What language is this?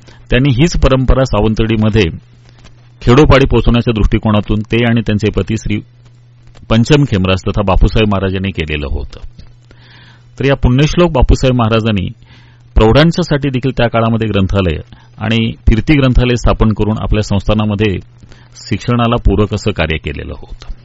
Marathi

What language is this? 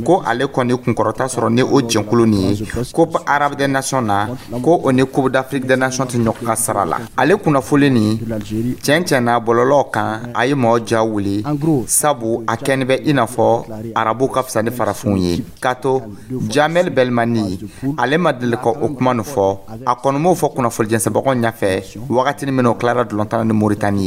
Dyula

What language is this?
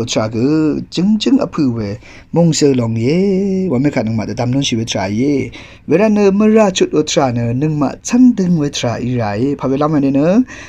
Rawang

